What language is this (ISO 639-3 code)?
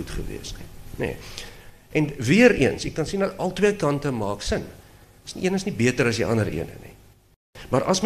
afr